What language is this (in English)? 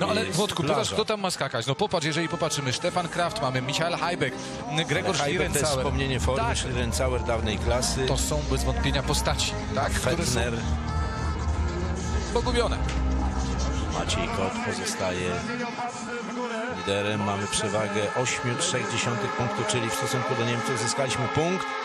Polish